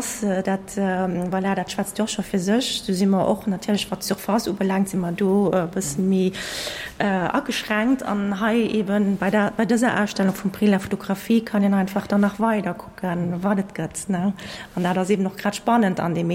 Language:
Luxembourgish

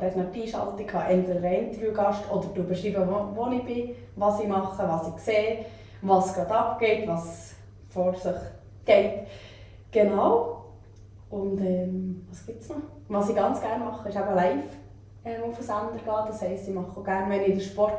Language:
Swiss German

